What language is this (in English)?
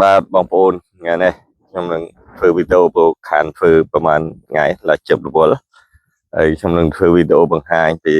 Khmer